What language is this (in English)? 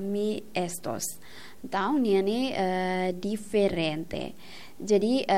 Tetum